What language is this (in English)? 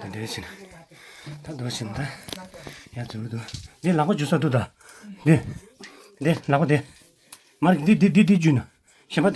Tibetan